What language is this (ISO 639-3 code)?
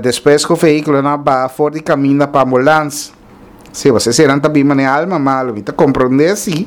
pap